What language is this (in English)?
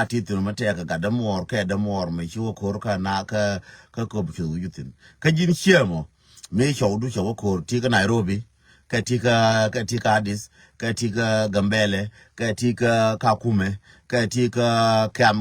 Nuer